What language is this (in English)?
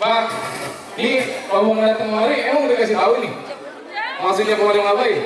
Betawi